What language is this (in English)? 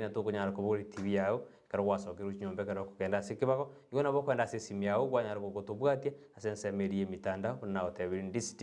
Gusii